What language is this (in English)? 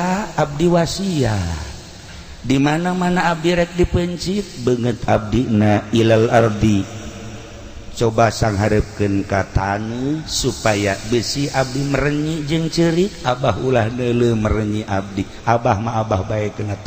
Sundanese